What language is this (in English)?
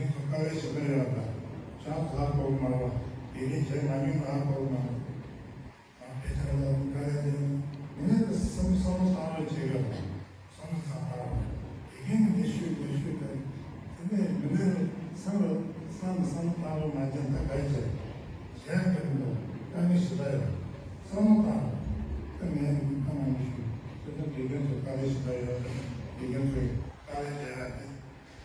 Tibetan